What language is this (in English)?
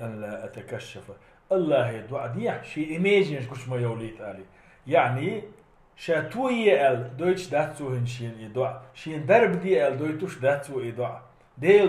Chechen